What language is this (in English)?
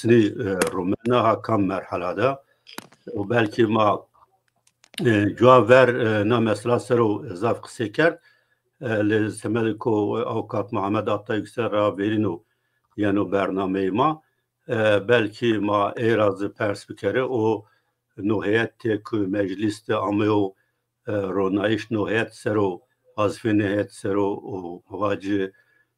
Zaza